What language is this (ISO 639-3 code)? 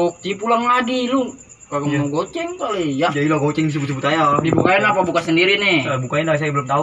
bew